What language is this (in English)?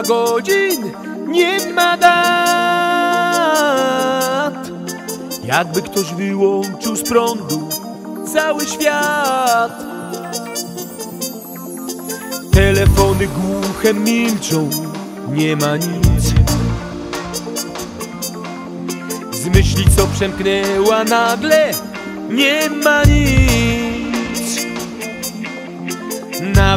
Polish